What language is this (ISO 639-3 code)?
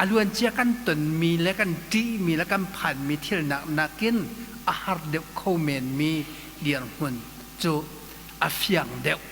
cnh